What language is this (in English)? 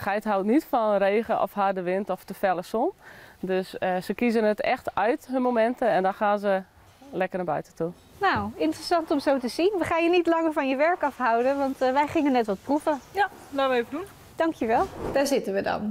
Dutch